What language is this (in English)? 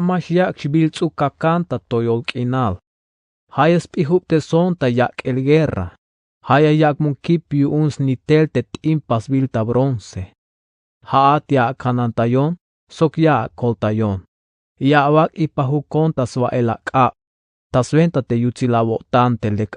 Tzeltal